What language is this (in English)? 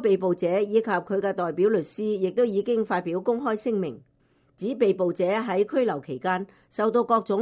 Cantonese